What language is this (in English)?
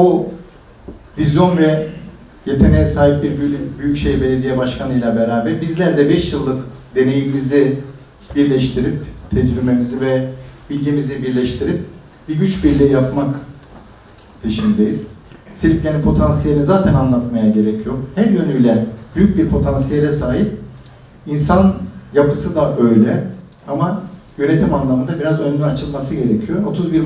Turkish